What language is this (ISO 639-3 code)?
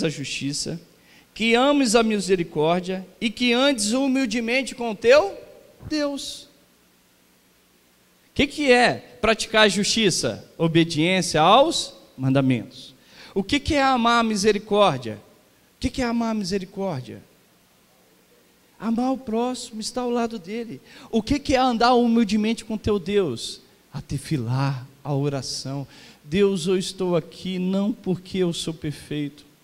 por